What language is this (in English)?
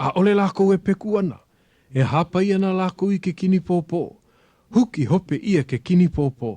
Hawaiian